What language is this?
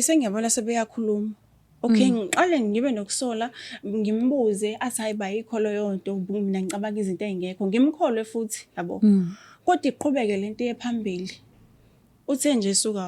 Zulu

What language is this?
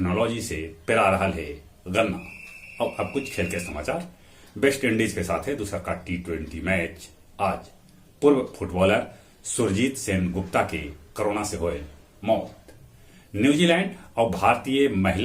Magahi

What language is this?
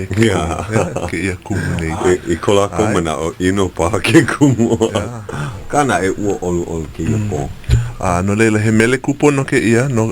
Hawaiian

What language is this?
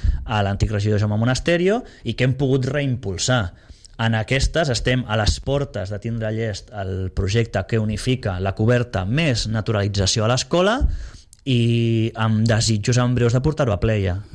Catalan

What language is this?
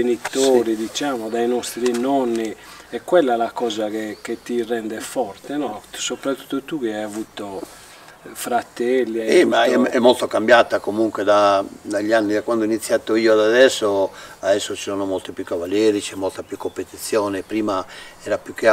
Italian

